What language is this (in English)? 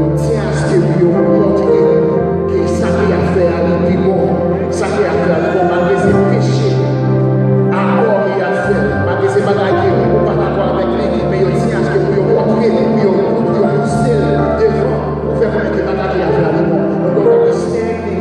Haitian Creole